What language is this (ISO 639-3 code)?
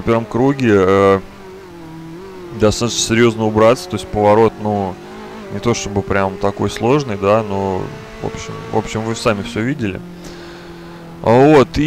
rus